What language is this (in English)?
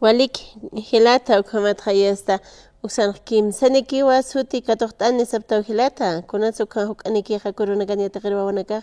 Aymara